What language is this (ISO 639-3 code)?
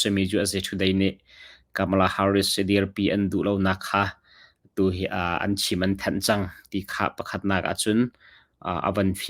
cnh